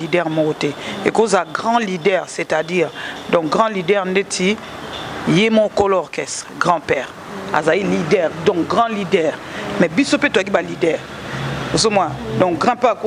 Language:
Lingala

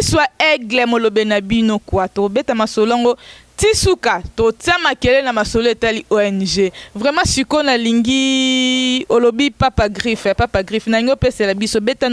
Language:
Lingala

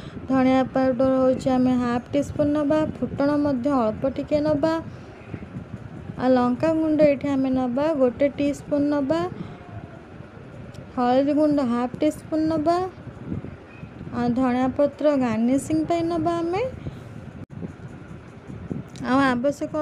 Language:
Odia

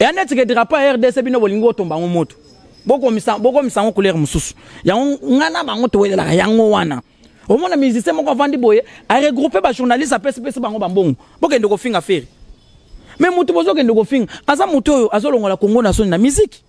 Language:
Lingala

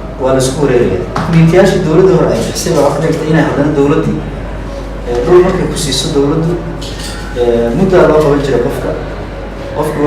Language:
Somali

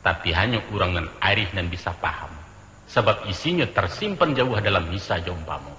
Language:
Minangkabau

